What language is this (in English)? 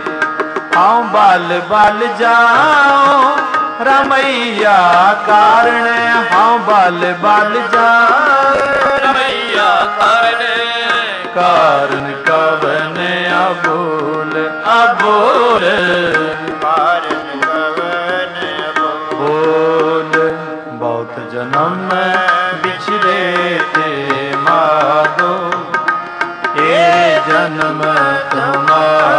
Punjabi